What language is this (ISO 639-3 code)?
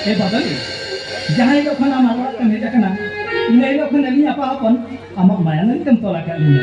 sat